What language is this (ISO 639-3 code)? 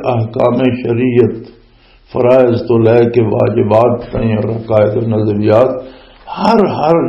lah